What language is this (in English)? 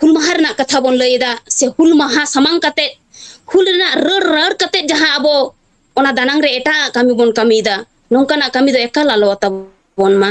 Santali